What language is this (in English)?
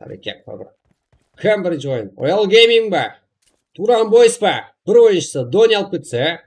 Kara-Kalpak